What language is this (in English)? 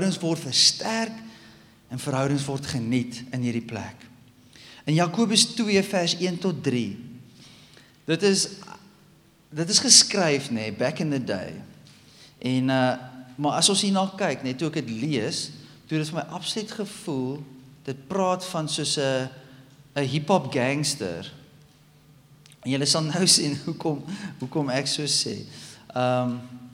Afrikaans